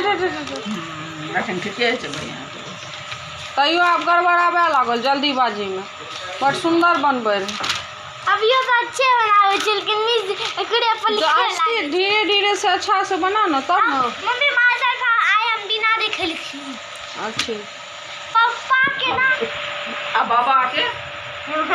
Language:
Maithili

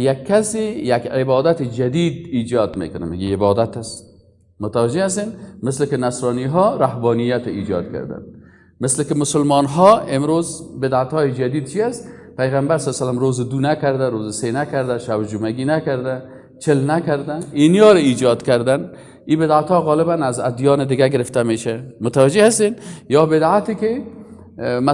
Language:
Persian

